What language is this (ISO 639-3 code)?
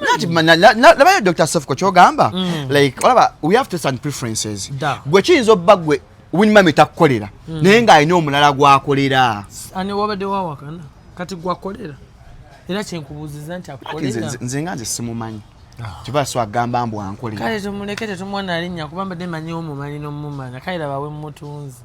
lug